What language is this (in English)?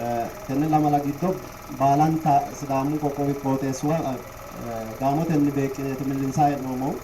Sidamo